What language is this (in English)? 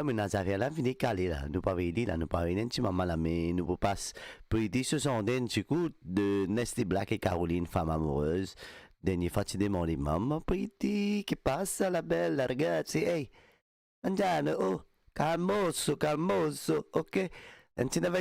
Morisyen